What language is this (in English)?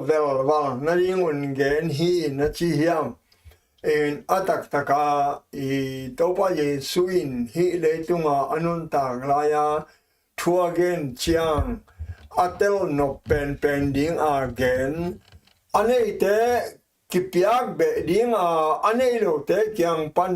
Tedim Chin